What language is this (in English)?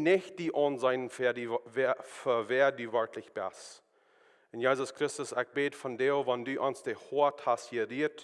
Plautdietsch